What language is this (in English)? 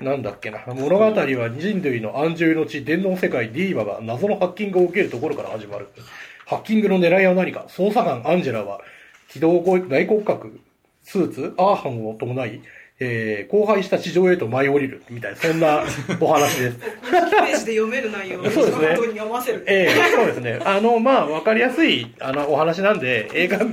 Japanese